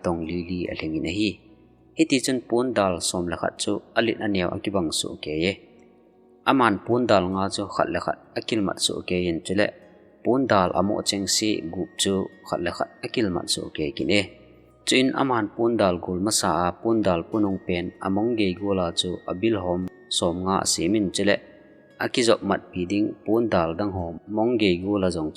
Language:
Thado Chin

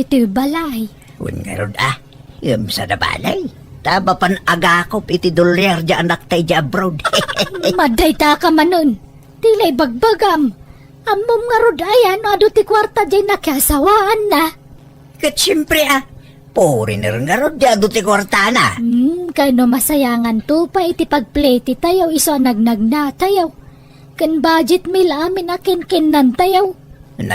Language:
Iloko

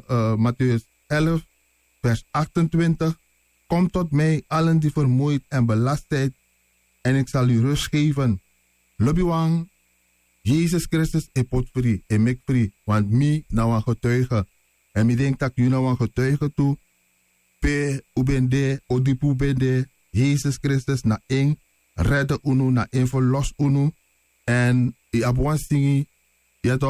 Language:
Sranan Tongo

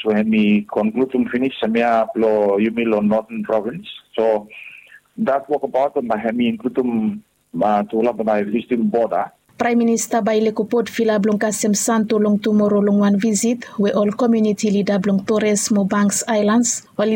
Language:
Bislama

